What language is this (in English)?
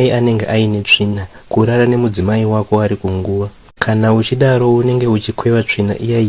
Shona